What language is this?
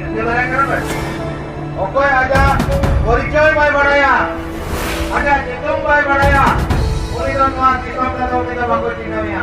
Santali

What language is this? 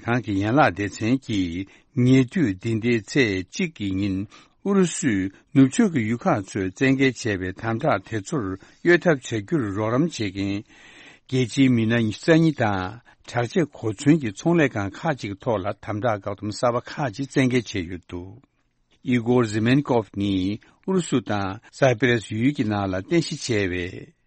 Tibetan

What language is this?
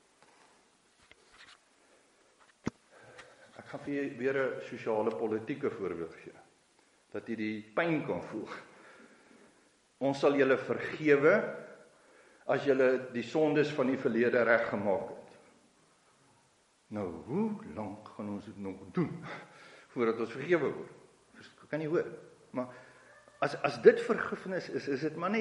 Afrikaans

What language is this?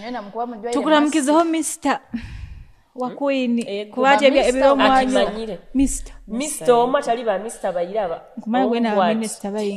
Nyoro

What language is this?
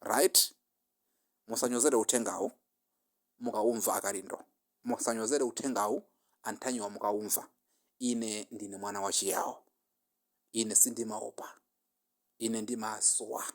Nyanja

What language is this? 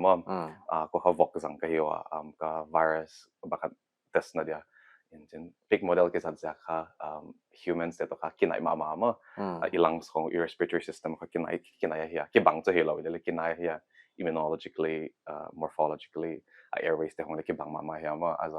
Paite Chin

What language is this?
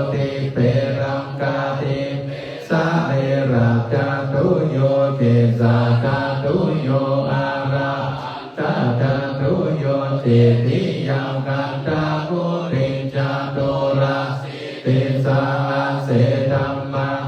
Pali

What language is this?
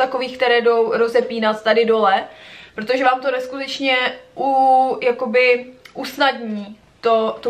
Czech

